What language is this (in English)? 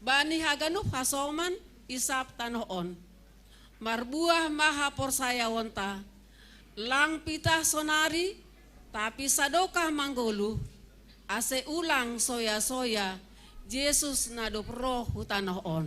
Batak Simalungun